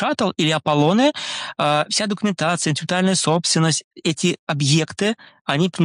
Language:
Russian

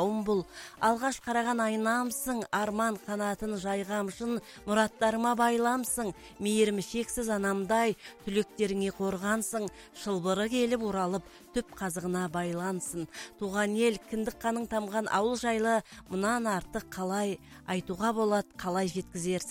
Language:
Kazakh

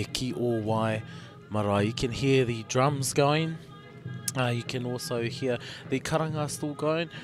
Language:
Māori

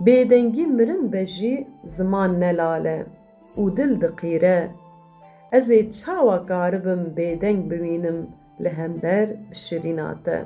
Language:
Kurdish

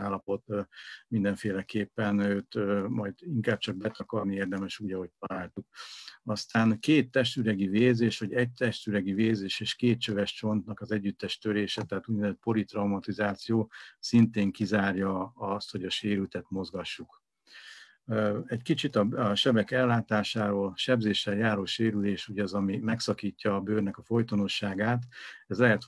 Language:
Hungarian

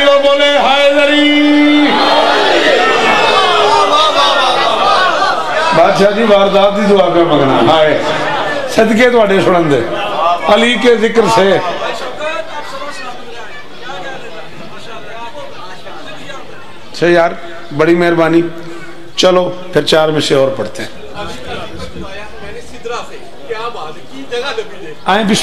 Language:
Urdu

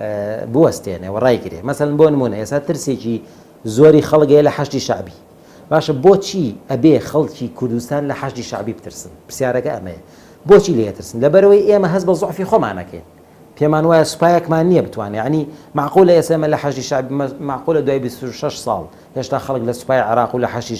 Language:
Central Kurdish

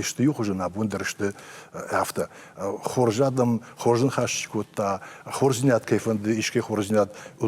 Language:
Ossetic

